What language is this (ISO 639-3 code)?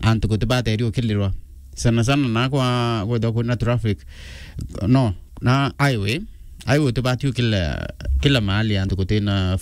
mer